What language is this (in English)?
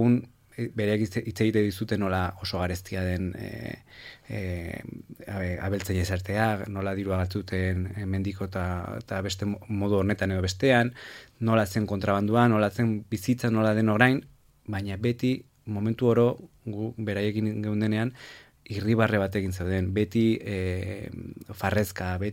Basque